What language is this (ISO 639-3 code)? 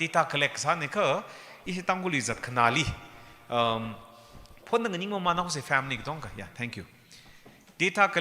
nmf